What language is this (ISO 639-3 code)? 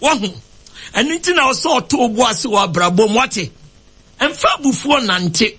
aka